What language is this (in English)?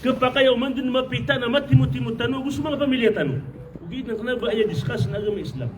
Maranao